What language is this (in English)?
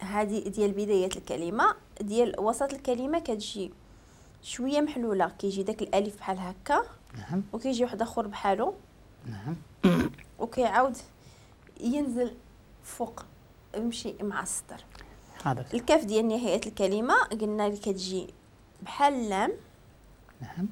Moroccan Arabic